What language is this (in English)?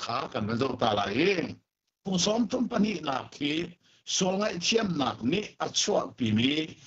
Hakha Chin